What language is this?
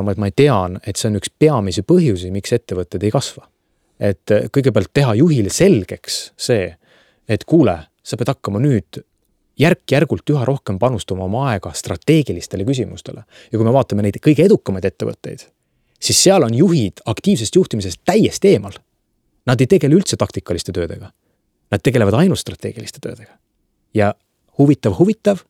Estonian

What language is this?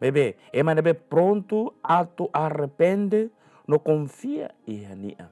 Tetum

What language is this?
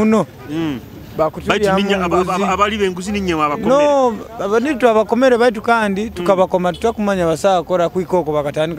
Nyoro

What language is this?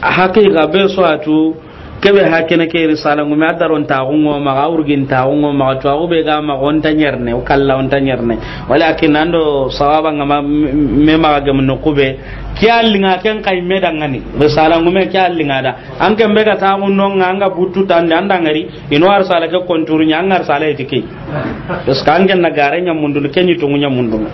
Soninke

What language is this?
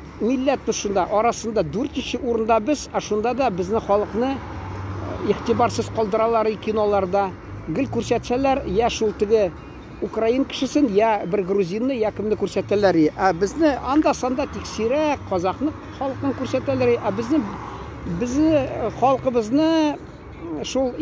Tatar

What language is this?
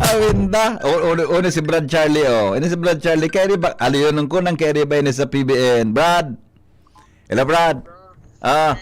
Bikol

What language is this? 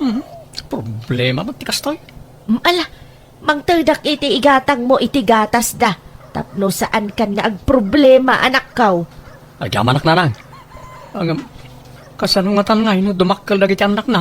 Iloko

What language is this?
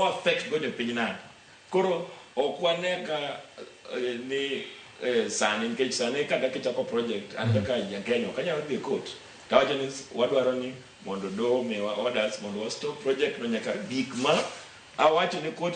Luo (Kenya and Tanzania)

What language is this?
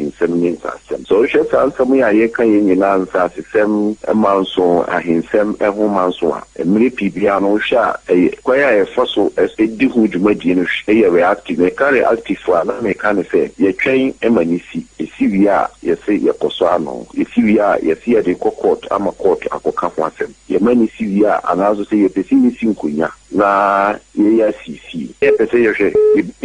Akan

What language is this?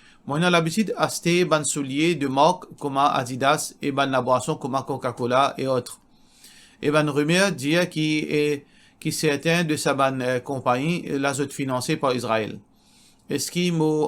Morisyen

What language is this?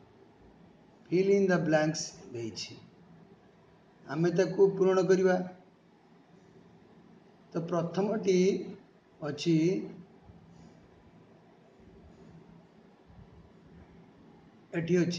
Odia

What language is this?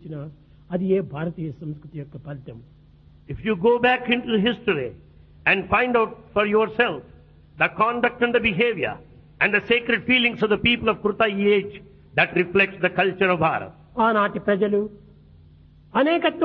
Telugu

